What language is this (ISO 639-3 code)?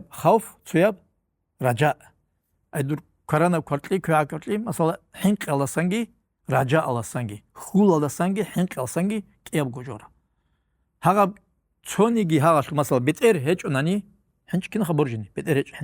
ava